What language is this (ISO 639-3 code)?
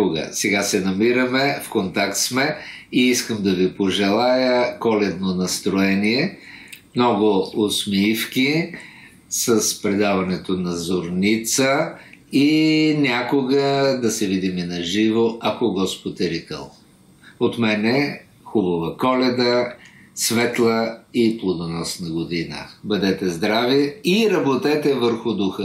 bul